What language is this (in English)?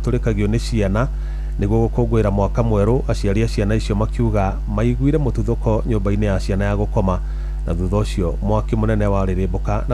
Kikuyu